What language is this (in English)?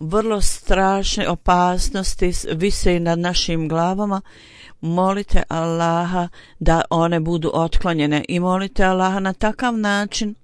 Bosnian